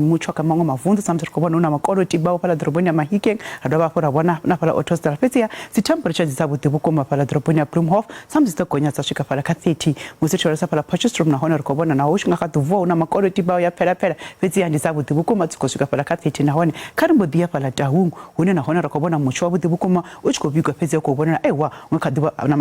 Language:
Venda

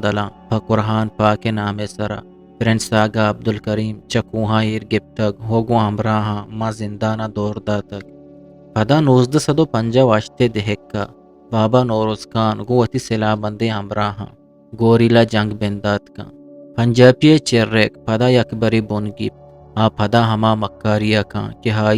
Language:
Eastern Balochi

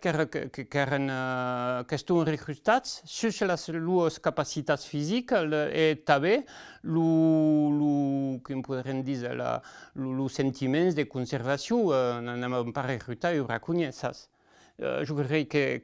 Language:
Occitan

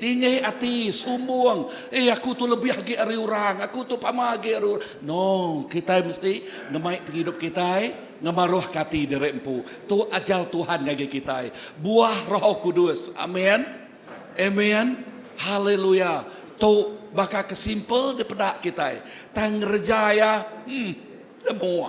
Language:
Iban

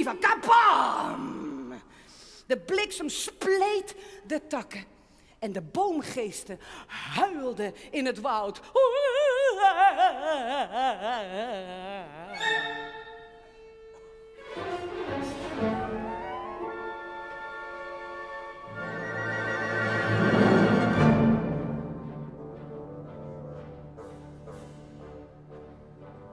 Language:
Dutch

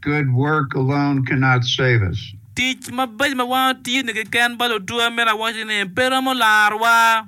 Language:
Acoli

